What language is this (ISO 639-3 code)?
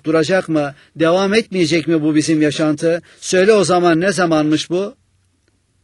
tur